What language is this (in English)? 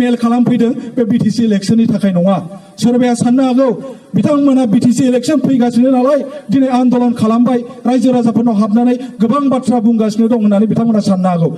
Bodo